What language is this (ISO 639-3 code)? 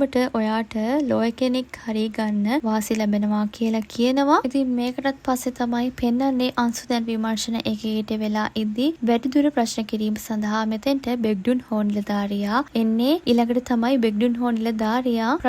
sin